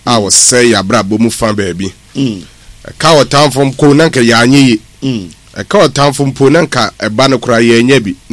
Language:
Akan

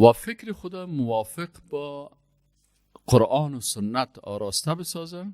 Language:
Persian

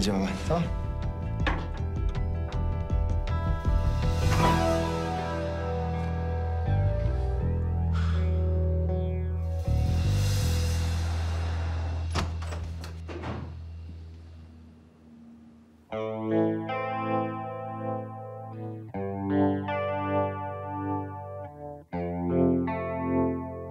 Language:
Turkish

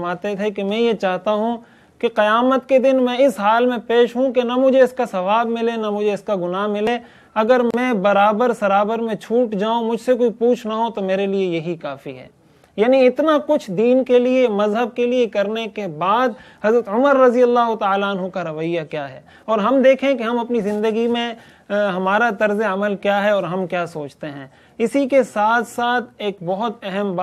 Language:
Urdu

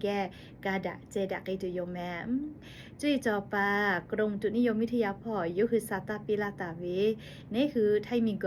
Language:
Lahu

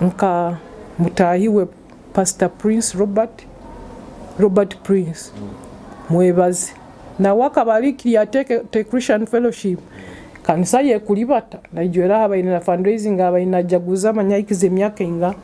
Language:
Nyoro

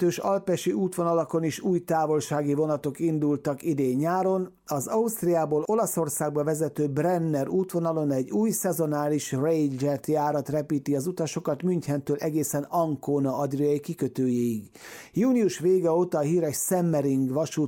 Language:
Hungarian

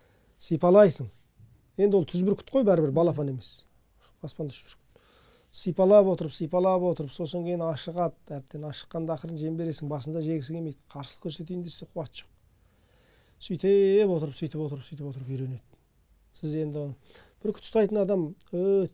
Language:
Kazakh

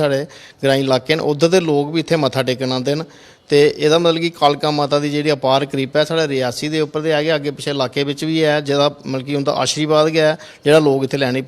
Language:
Dogri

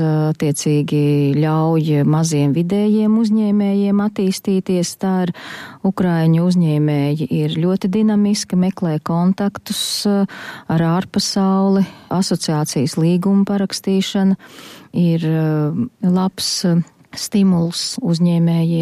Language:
Latvian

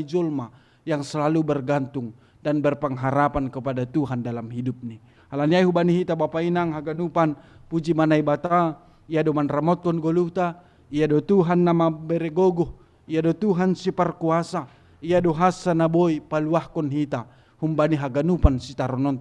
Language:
Batak Simalungun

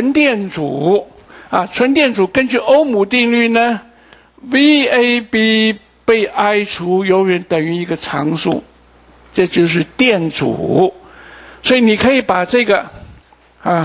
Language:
Chinese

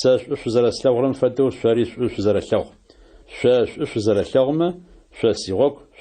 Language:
Adyghe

